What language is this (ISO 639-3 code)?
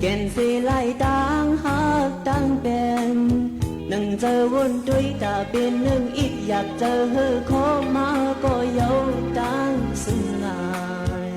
shn